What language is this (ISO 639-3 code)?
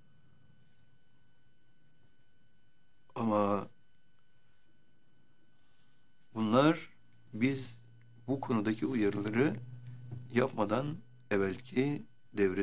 tur